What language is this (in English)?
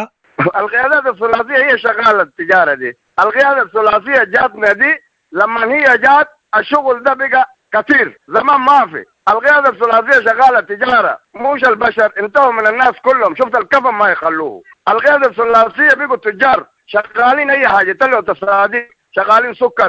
Sudanese Arabic